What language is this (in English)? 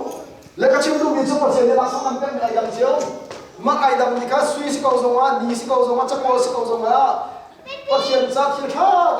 Hakha Chin